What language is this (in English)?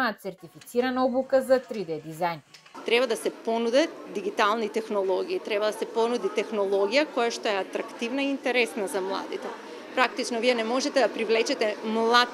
Macedonian